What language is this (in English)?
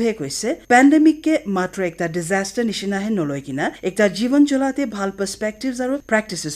Naga Pidgin